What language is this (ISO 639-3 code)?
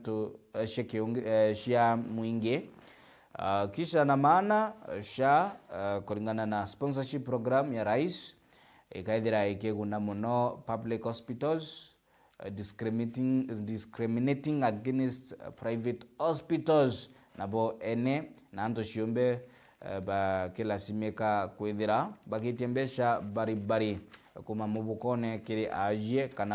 mer